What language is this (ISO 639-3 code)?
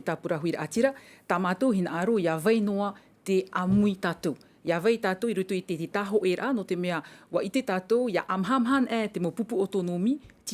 tah